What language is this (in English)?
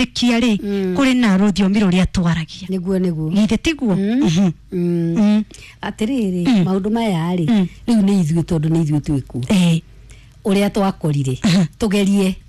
Kikuyu